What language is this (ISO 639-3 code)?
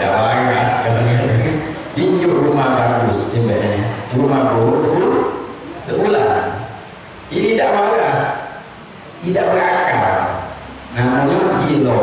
mui